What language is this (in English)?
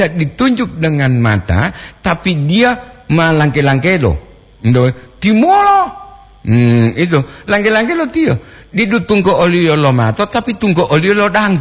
Gorontalo